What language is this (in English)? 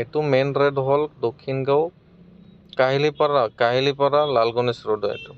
Assamese